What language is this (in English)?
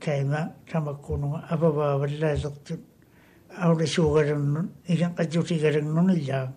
Māori